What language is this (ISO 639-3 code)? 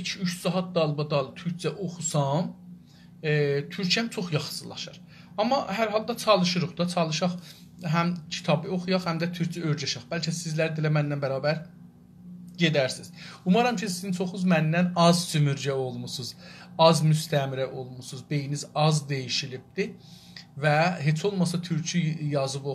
azb